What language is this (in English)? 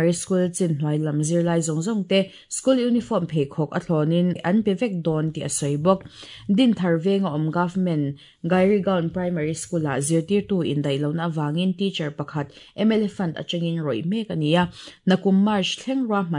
Mizo